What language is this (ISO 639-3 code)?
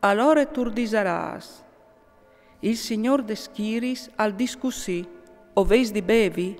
fur